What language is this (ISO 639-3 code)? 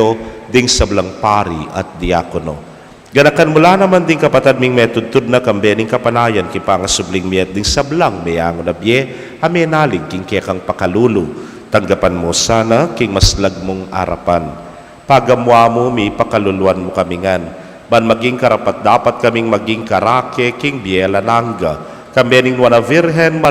pam